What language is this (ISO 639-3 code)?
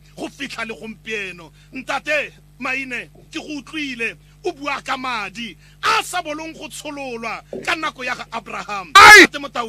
tsn